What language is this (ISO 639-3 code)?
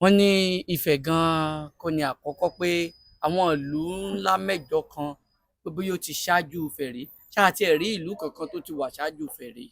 yor